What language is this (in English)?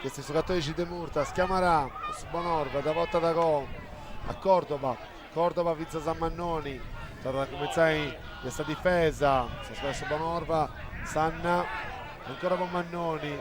Sardinian